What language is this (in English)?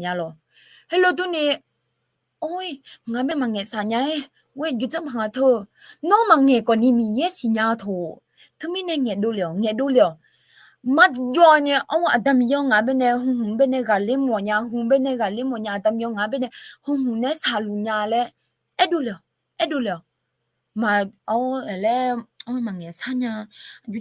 Akha